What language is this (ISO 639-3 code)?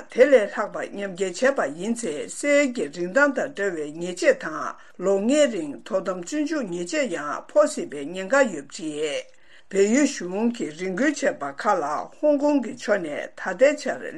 bod